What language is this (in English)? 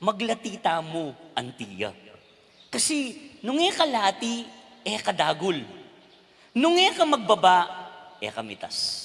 Pampanga